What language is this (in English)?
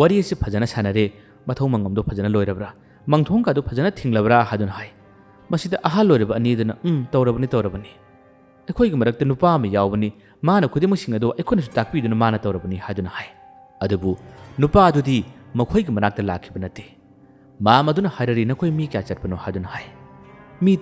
Manipuri